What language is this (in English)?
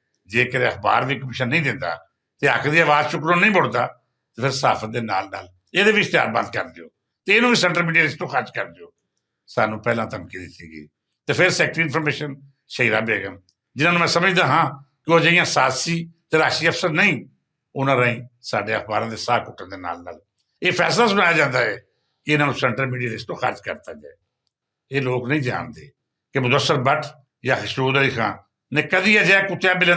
Western Panjabi